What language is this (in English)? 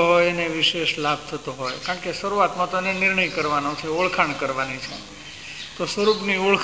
Gujarati